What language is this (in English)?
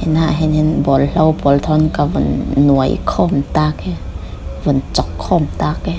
Falam Chin